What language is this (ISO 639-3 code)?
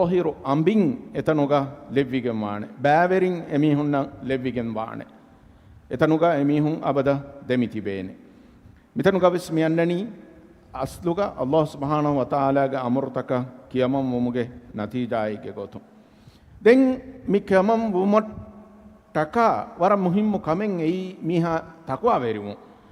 div